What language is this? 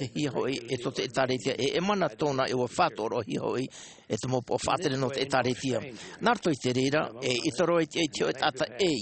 Tahitian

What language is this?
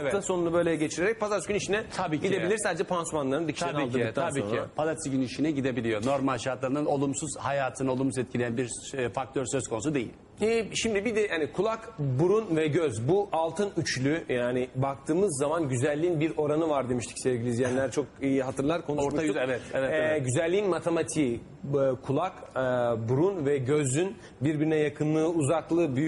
Turkish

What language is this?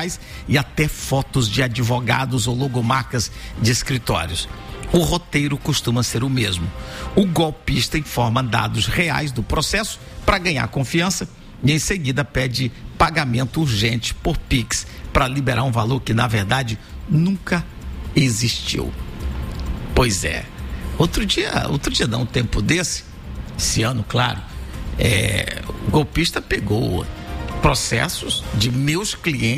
Portuguese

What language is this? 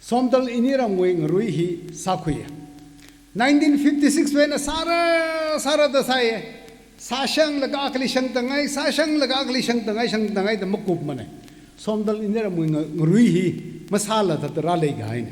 Tangkhul Naga (India)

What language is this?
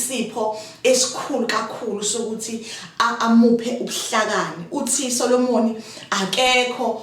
Zulu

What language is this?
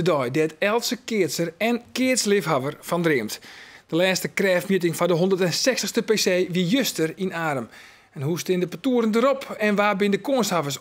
Western Frisian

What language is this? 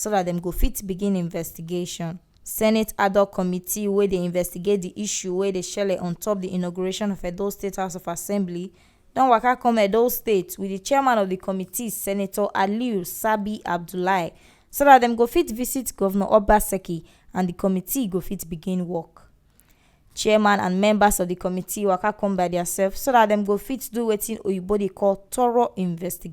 Nigerian Pidgin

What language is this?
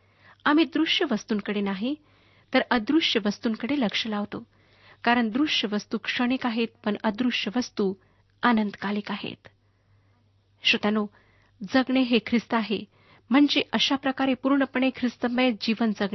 Marathi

